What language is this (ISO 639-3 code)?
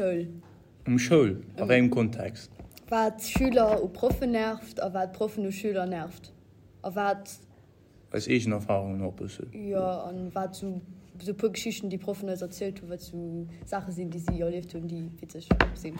ltz